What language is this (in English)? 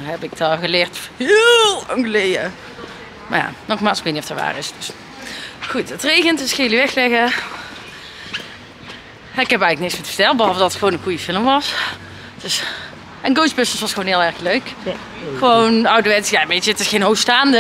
Dutch